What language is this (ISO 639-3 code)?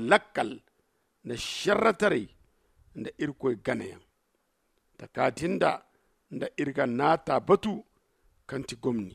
dje